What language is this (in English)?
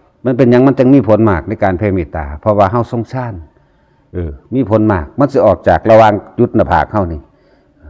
Northeastern Thai